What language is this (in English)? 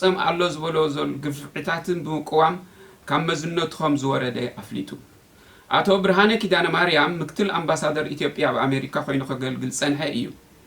Tigrinya